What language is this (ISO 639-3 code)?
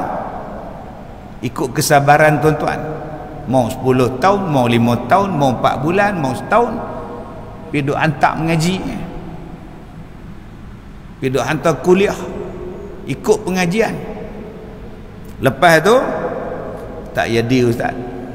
msa